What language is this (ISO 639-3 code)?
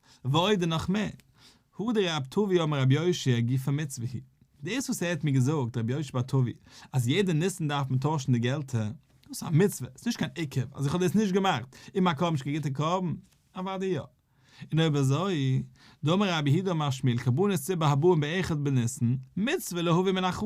yid